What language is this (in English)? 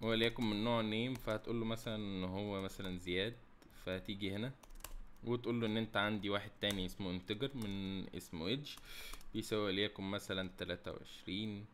Egyptian Arabic